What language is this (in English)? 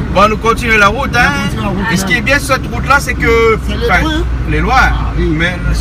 Réunion Creole French